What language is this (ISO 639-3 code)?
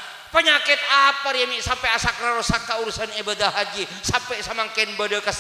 mad